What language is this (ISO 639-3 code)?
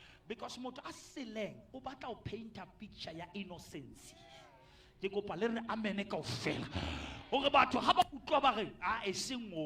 sot